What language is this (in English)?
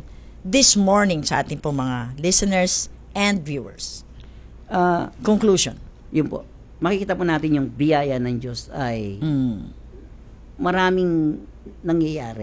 Filipino